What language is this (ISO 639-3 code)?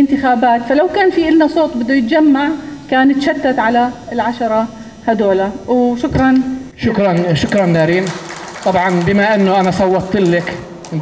apc